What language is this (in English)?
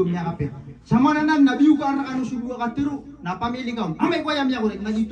Maranao